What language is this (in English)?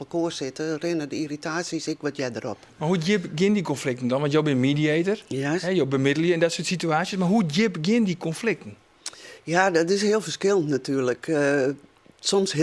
Western Frisian